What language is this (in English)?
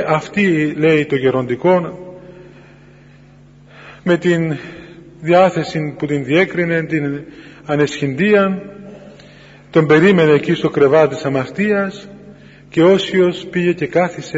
Greek